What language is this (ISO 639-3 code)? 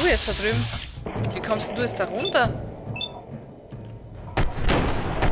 deu